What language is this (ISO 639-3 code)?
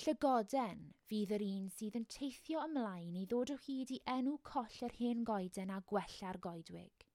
cym